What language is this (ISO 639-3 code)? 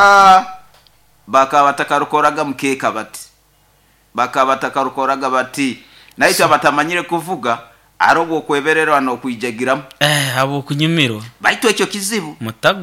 nyo